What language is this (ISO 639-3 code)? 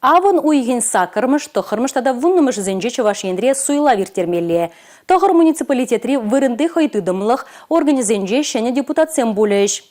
chv